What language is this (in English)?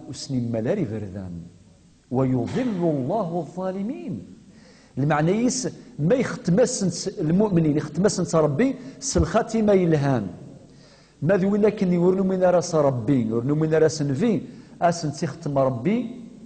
Kabyle